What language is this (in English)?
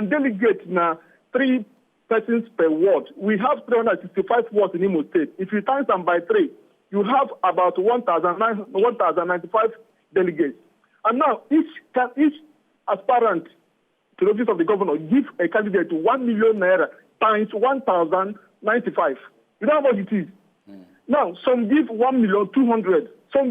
Nigerian Pidgin